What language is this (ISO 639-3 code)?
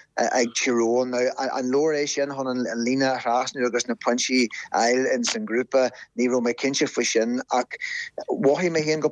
gle